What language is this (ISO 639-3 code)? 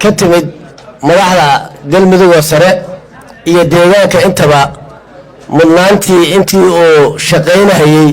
som